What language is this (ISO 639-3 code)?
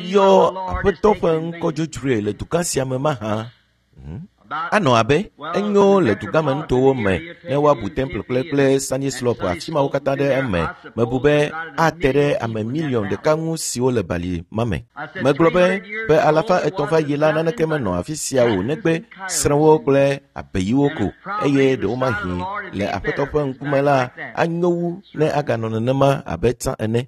ewe